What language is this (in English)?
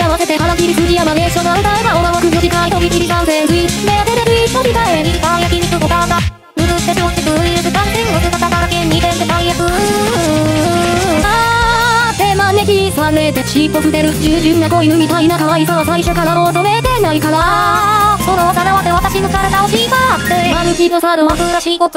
Japanese